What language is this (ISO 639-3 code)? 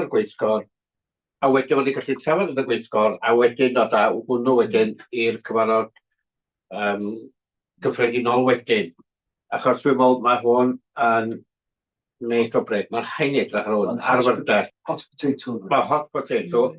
cym